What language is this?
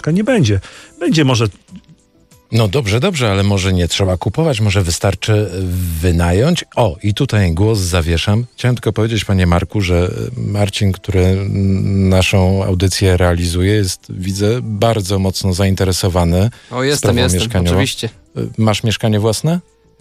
Polish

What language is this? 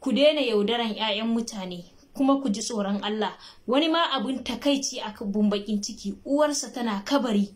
Hausa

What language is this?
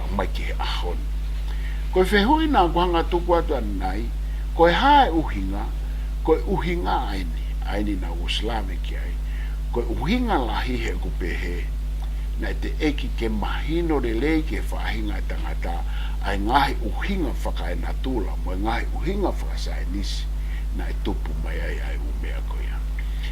Tongan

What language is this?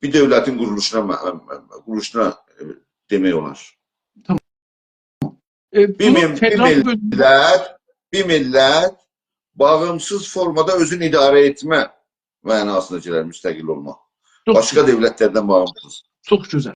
South Azerbaijani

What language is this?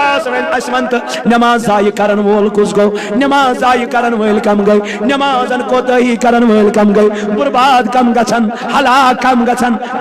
Kashmiri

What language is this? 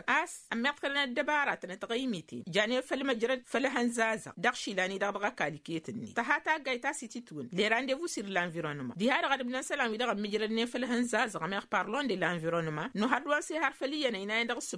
Tamasheq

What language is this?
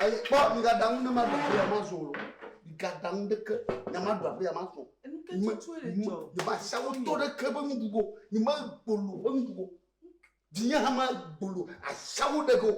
Ewe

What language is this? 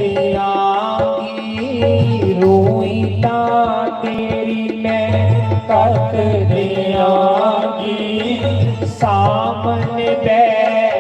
Dogri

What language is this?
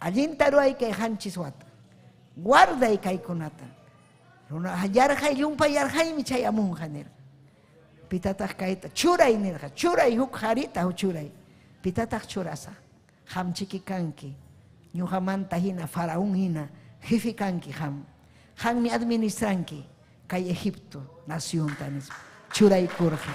Ayacucho Quechua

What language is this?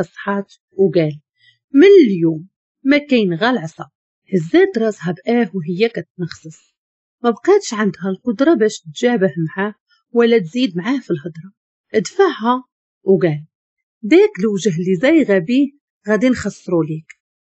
Moroccan Arabic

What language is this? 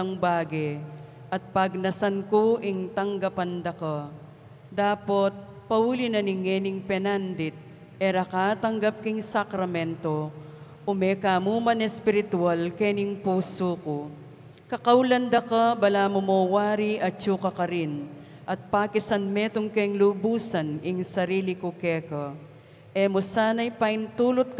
Pampanga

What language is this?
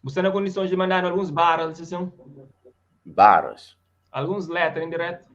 Kabuverdianu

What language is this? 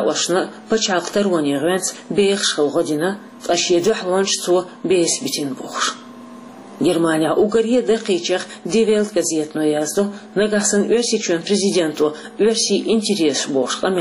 Chechen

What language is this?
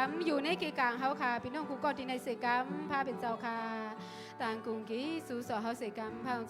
Shan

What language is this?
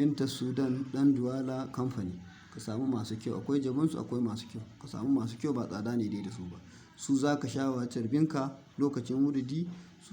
Hausa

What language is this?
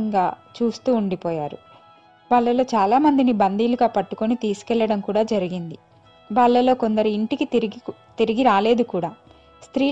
Telugu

